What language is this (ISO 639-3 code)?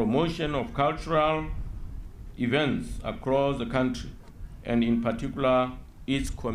tsn